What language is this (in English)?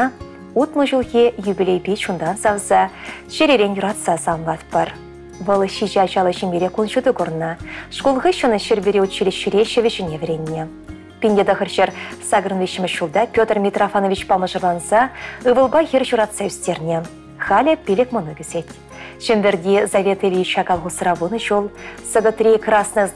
Chuvash